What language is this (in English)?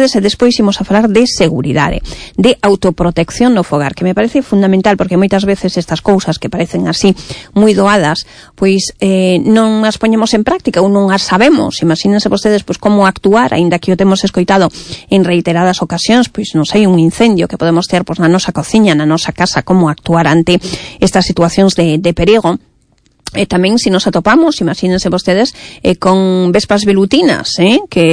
Galician